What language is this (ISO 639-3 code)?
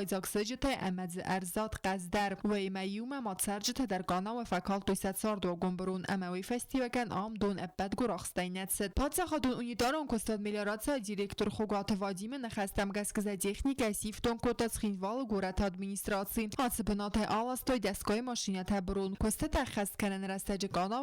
oss